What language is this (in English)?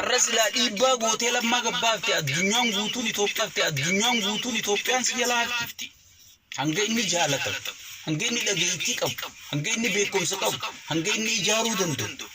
Oromo